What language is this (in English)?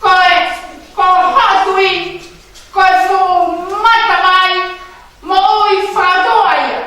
Tongan